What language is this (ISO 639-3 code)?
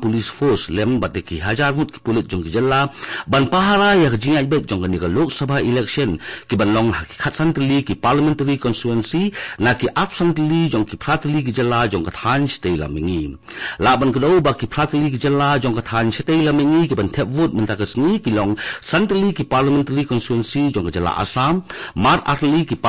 kha